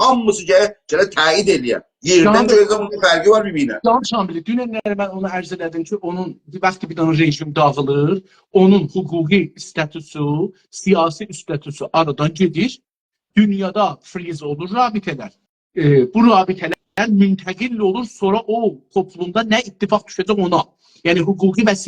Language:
South Azerbaijani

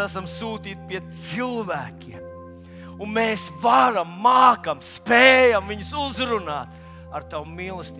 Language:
Latvian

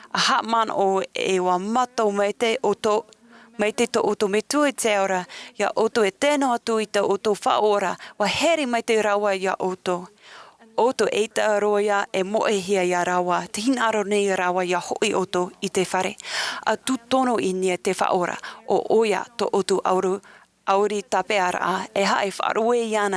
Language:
Tahitian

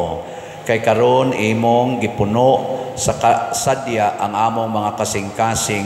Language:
Cebuano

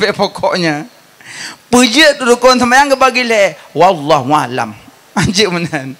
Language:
Achinese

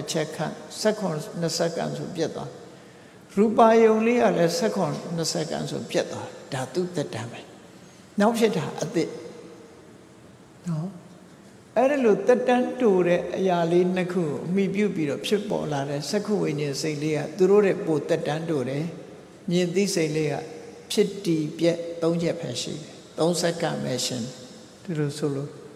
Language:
Burmese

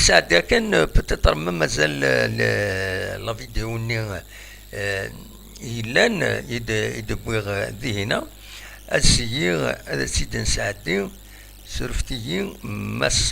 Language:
Kabyle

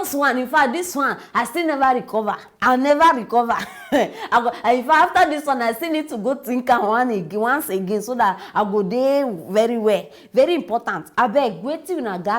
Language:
Nigerian Pidgin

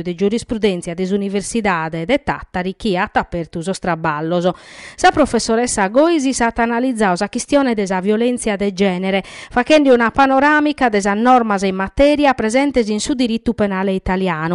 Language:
Sardinian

